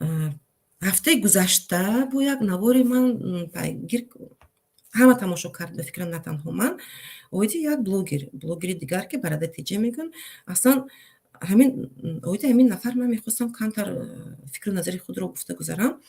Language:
Tajik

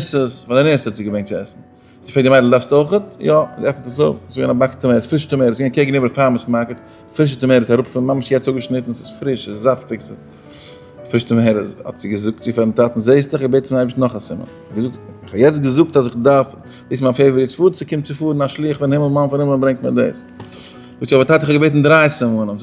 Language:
Yiddish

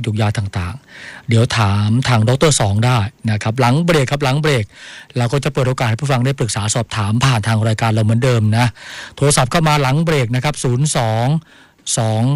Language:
Thai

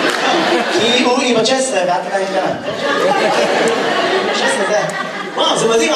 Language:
Hebrew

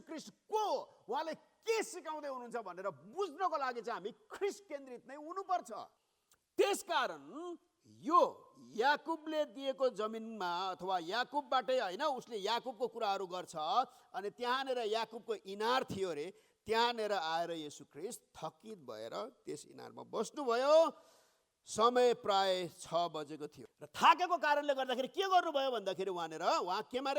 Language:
Nepali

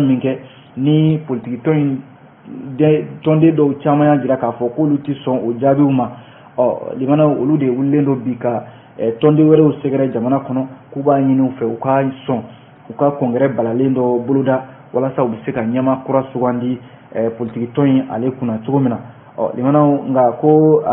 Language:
Bambara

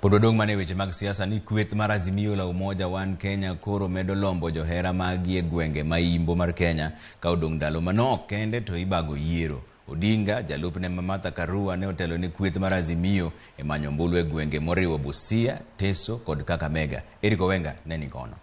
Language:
Luo (Kenya and Tanzania)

